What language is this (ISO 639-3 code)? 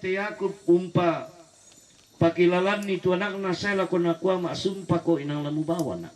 sda